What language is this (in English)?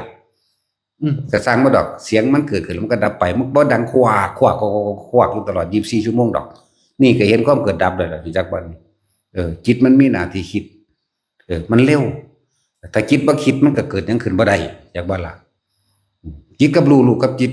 Northeastern Thai